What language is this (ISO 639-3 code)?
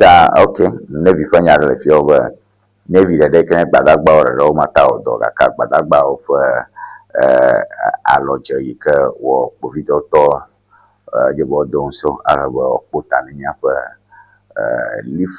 ewe